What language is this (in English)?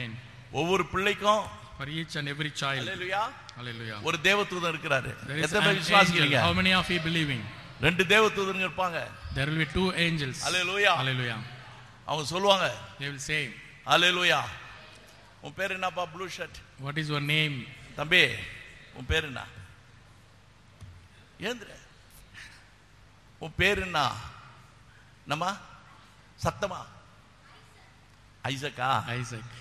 Tamil